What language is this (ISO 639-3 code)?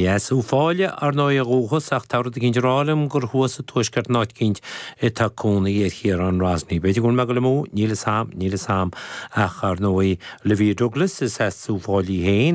gle